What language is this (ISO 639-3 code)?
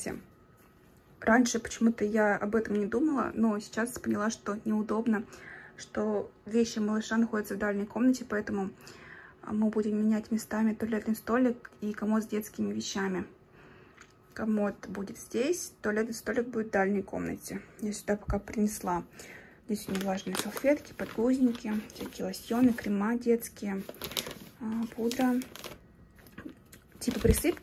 rus